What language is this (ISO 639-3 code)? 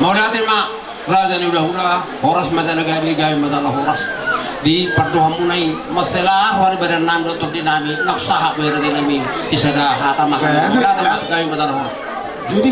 bbc